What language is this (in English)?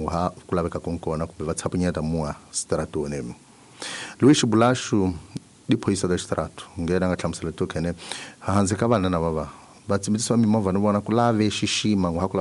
Tsonga